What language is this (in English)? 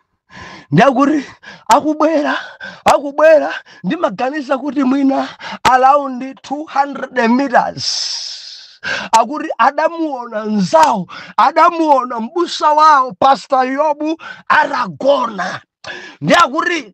Nyanja